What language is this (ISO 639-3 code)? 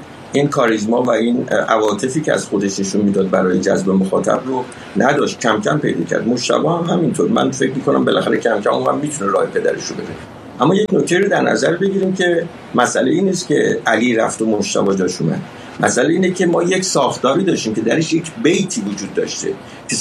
fas